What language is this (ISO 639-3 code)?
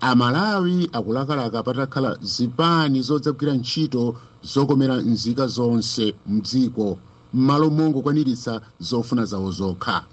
nya